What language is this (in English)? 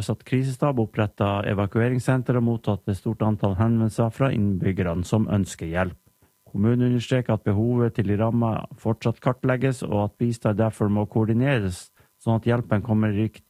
Norwegian